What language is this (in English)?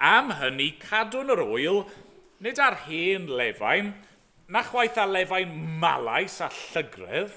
Welsh